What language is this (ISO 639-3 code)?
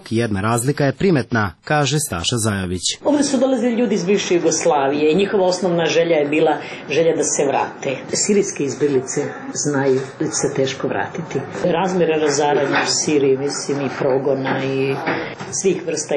srp